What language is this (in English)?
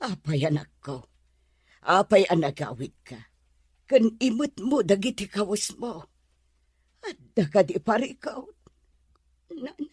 Iloko